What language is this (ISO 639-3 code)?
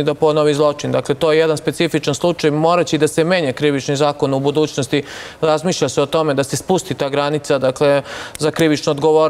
srp